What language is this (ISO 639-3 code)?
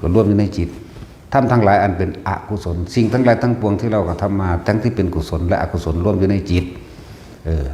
tts